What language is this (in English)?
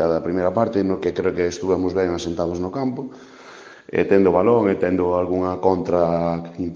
Galician